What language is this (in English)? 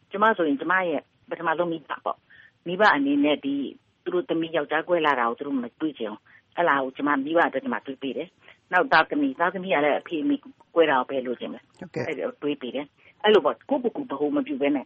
Burmese